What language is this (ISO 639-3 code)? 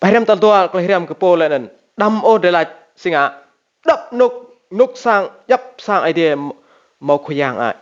rad